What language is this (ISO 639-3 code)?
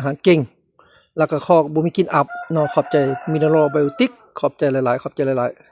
lao